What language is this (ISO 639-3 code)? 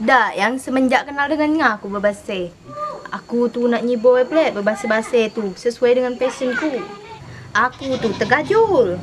mui